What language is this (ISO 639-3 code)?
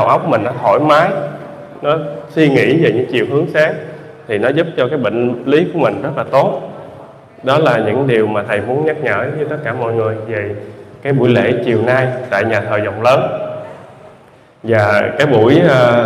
vie